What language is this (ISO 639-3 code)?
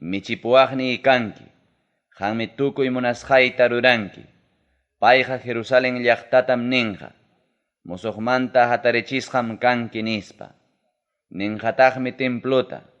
quy